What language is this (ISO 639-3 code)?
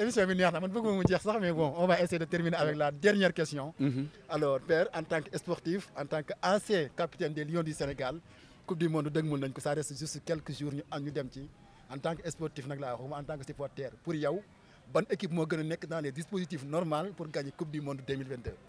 wol